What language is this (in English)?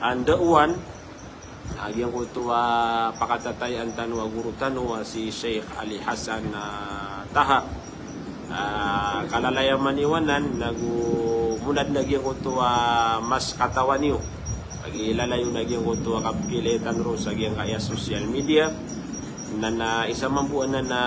Maranao